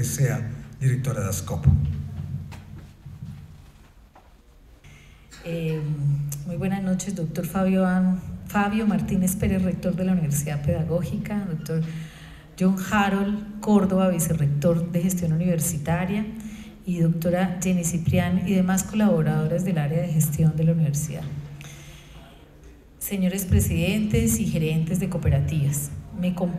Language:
Spanish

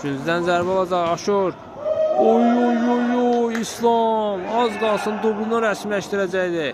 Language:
Azerbaijani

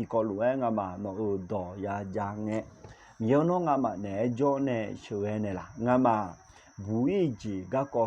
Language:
Akha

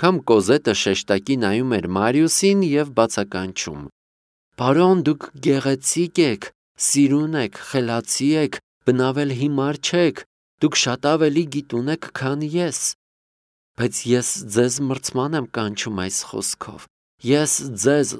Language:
Armenian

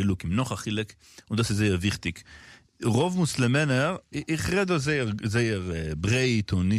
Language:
Yiddish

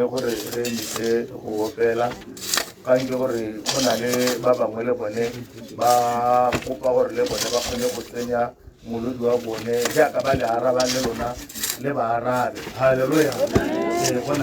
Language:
Tswana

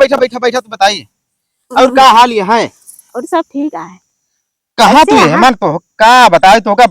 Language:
Awadhi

